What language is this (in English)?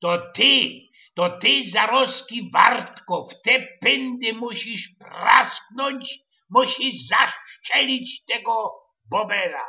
Silesian